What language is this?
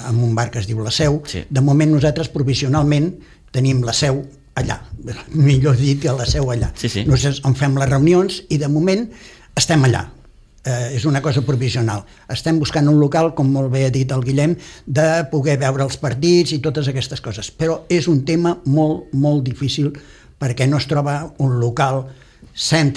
Catalan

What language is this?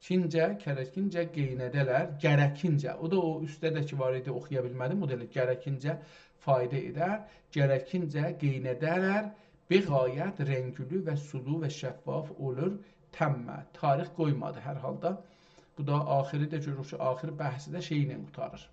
South Azerbaijani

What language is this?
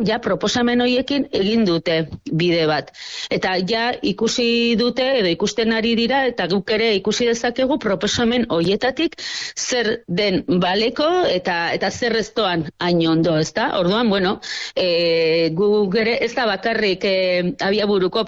Basque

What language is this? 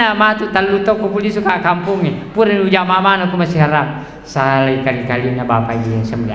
Buginese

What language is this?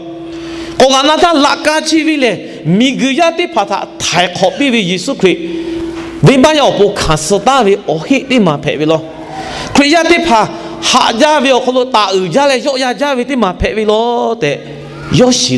Lahu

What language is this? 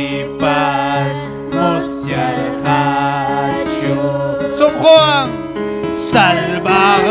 Ayacucho Quechua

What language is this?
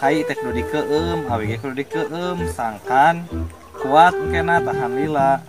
Sundanese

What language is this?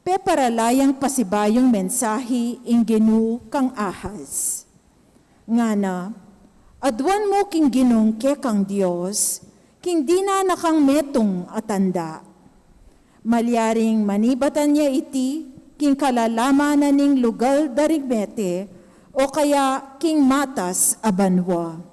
Pampanga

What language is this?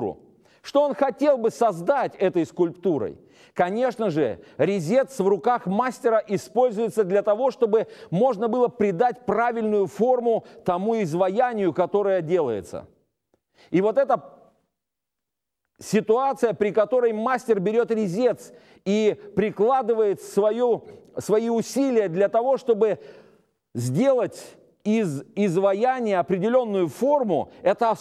Russian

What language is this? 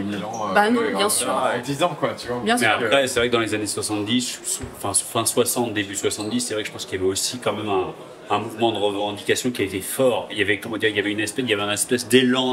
French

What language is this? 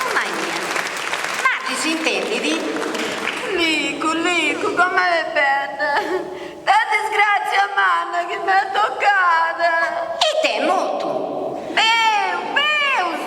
Sardinian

